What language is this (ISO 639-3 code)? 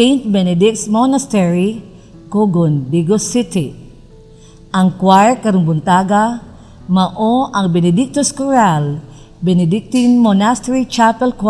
ceb